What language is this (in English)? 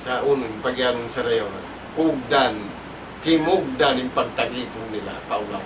Tausug